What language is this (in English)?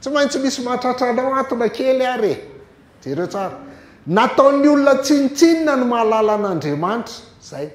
Malagasy